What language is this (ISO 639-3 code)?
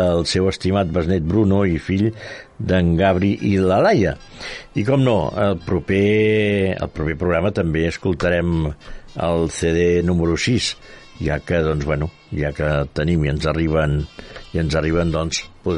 cat